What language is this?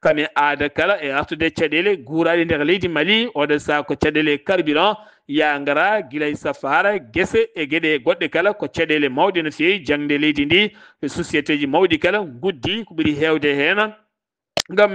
Fula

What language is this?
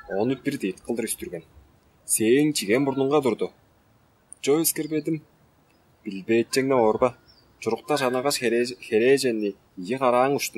Tuvinian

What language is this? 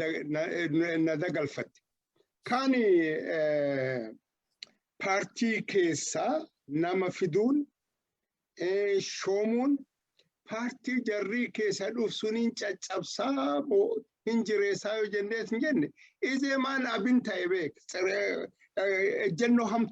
Oromo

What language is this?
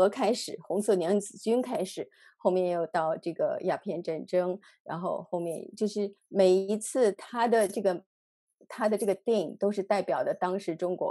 Chinese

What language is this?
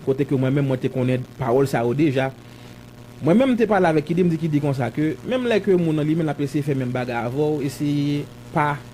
Haitian Creole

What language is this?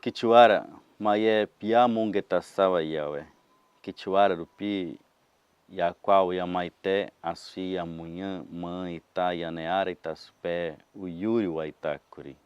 Nheengatu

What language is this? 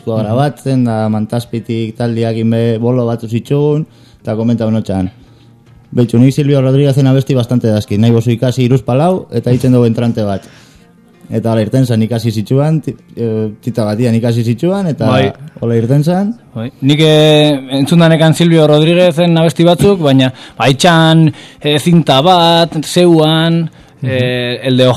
Basque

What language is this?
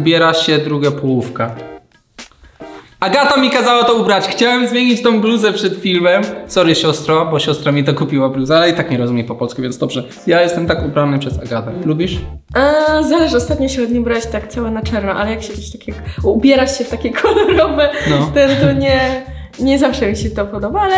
Polish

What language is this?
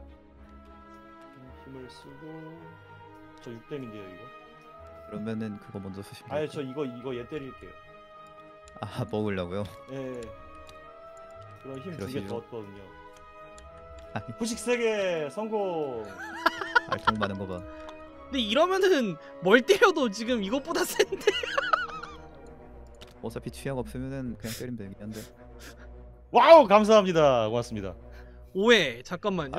Korean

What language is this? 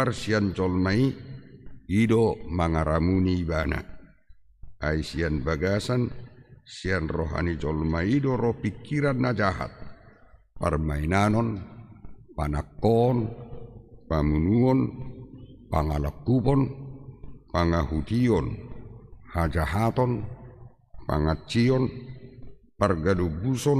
Batak Toba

